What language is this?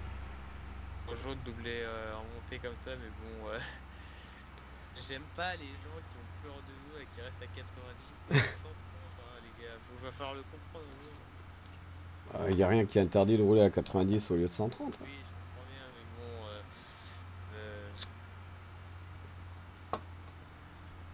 French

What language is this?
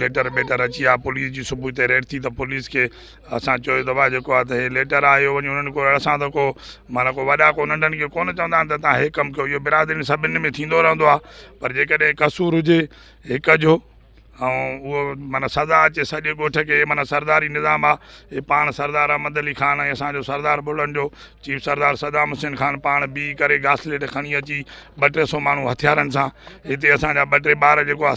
Sindhi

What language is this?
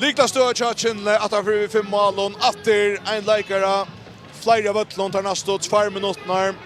Faroese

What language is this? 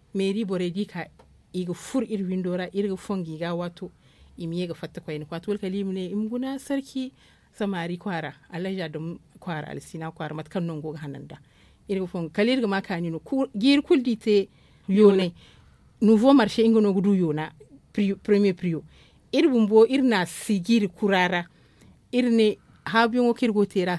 Zarma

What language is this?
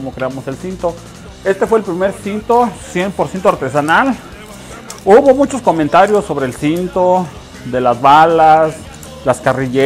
Spanish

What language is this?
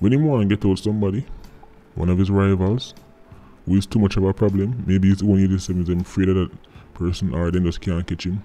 Jamaican Creole English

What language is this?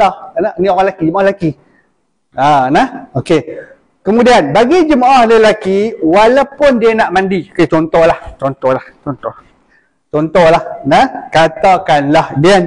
Malay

